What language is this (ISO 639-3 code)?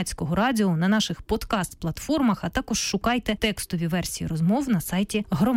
ukr